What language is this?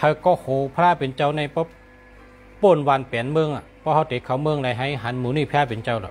Shan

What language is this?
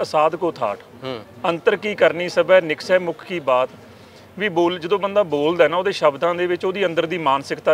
Punjabi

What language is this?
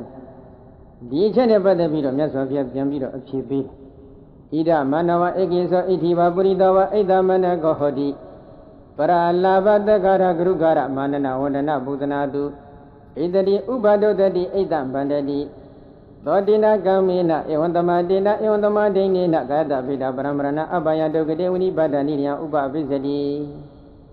Burmese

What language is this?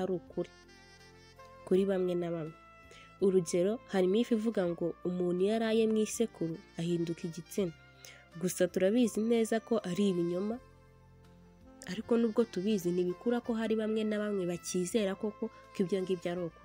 Kinyarwanda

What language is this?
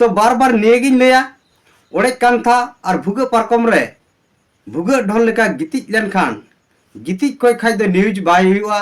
Santali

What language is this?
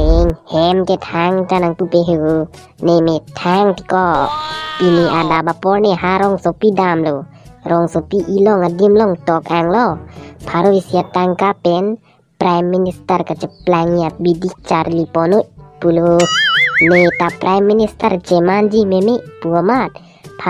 Karbi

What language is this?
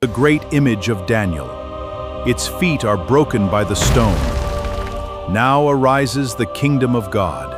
Gilbertese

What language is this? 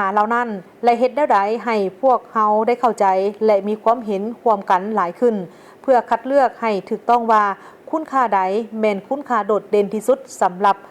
Lao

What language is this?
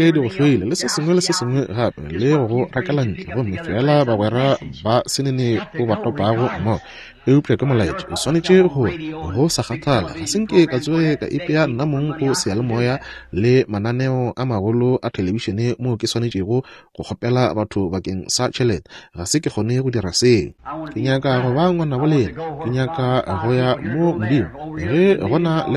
Northern Sotho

